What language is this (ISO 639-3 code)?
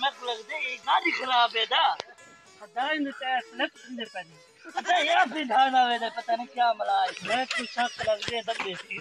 skr